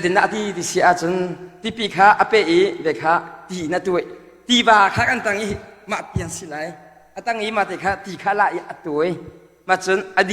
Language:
Hakha Chin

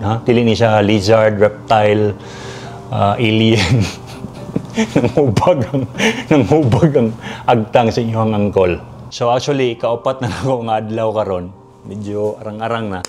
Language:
Cebuano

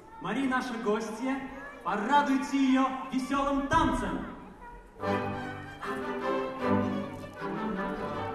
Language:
Russian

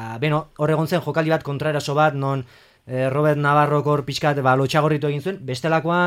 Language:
Basque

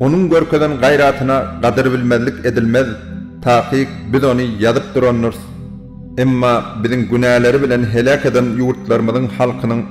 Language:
Turkmen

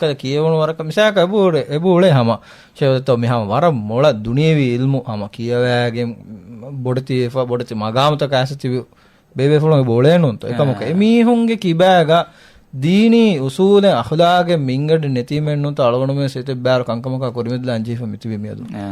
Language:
Divehi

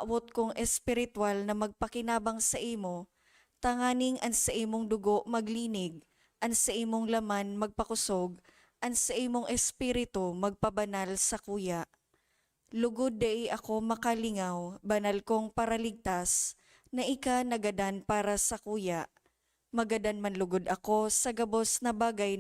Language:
Bikol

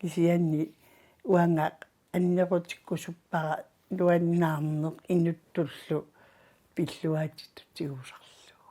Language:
Kalaallisut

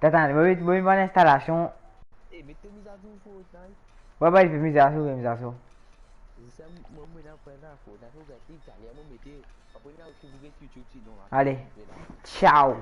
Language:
Morisyen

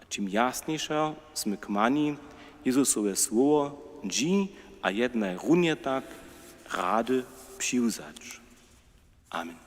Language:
Upper Sorbian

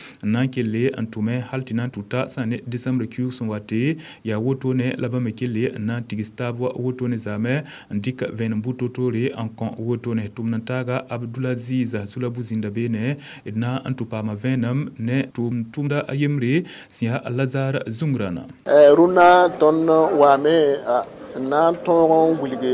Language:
Mossi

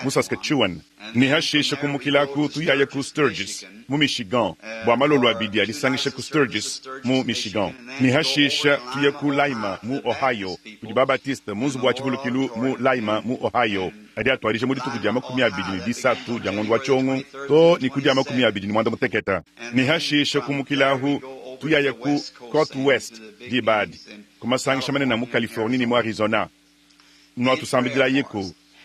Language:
Luba-Lulua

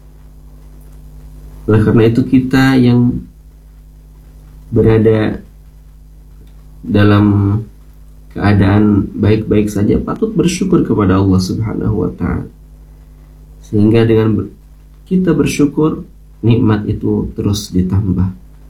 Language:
Indonesian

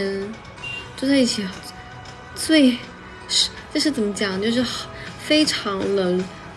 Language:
Chinese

